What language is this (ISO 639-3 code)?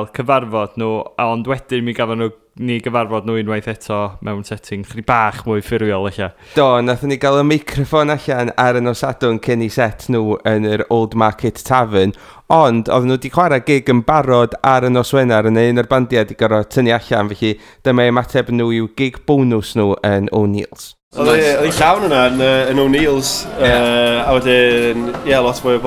cym